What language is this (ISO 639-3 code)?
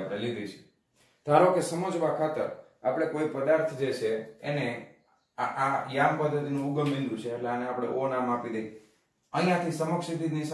guj